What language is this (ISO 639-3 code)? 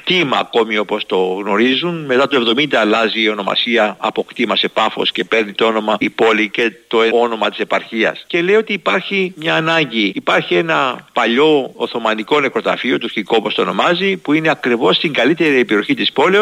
ell